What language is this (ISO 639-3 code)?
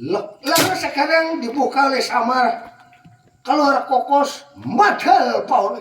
bjn